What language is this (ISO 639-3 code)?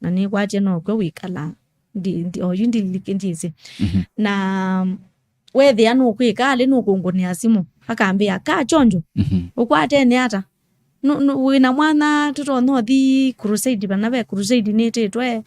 kam